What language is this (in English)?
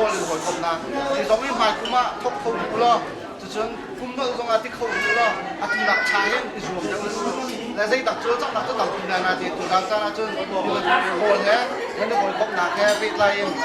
Hakha Chin